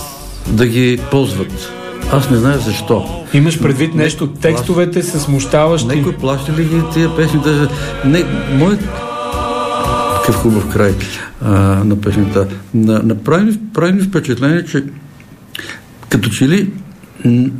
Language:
Bulgarian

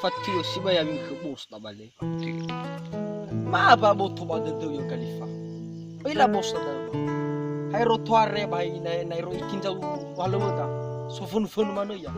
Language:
Nias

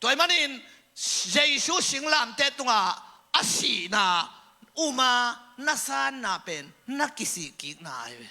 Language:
Tedim Chin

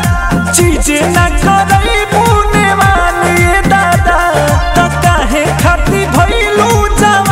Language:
Bhojpuri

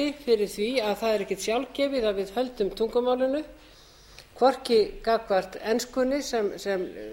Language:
Icelandic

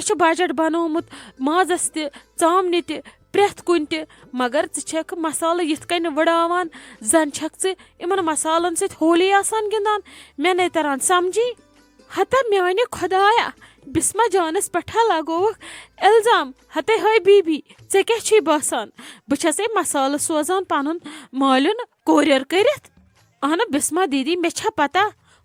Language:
Kashmiri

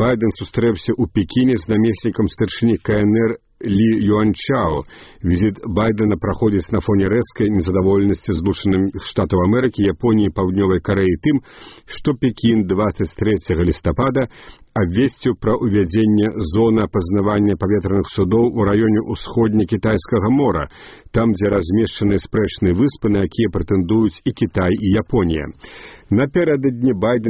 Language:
Belarusian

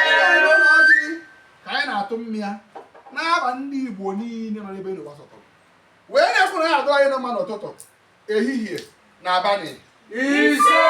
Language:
Igbo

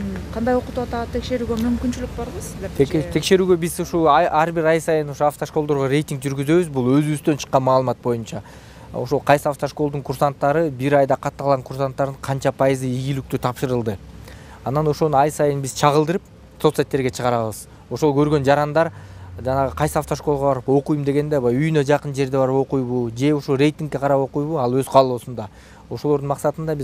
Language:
Kyrgyz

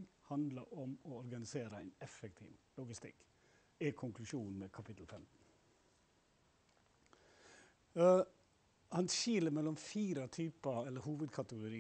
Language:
Norwegian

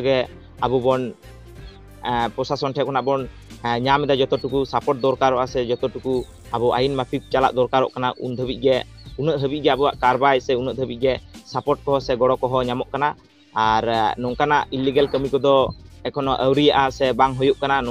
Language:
Santali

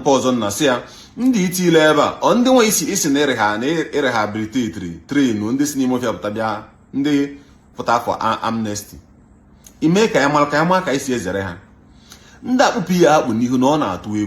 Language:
Igbo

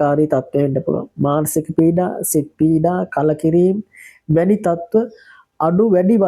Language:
Sinhala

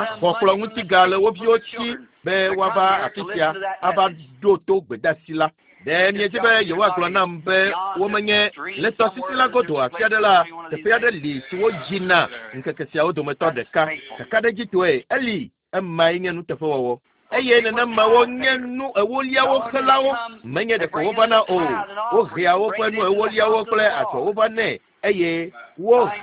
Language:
Ewe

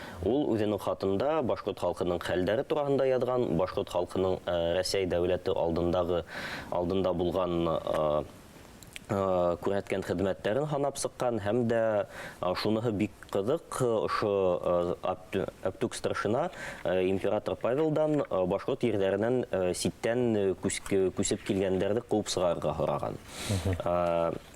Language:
Bashkir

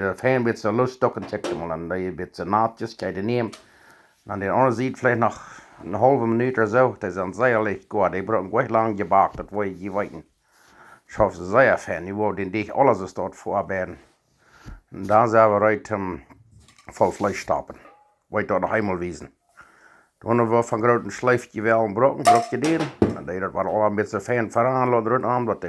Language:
Plautdietsch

